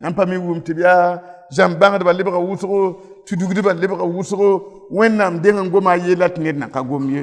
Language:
Mossi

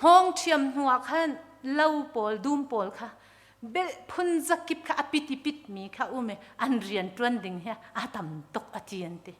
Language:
Hakha Chin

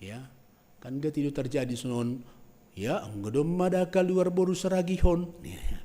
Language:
Batak Simalungun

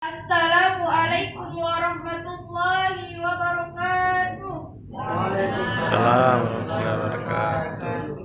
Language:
Buginese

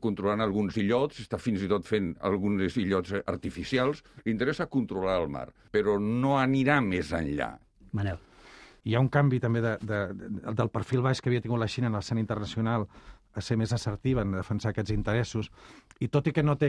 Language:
Catalan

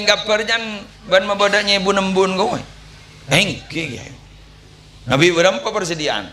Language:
Madurese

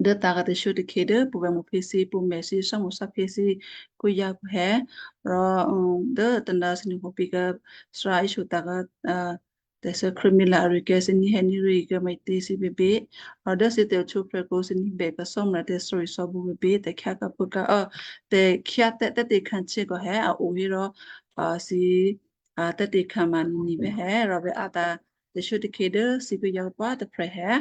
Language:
Western Kayah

